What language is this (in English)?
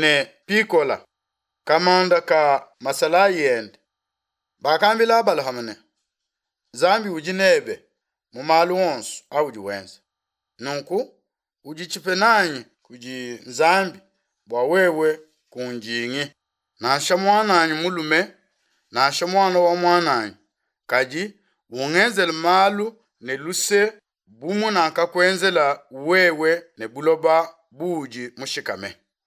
Luba-Lulua